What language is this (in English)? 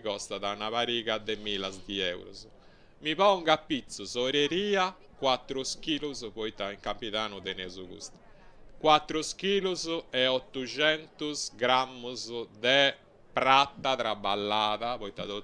Sardinian